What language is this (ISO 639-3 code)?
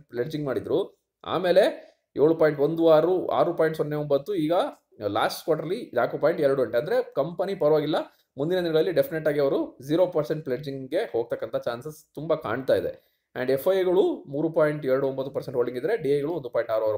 kan